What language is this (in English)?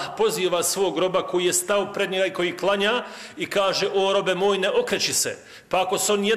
Bosnian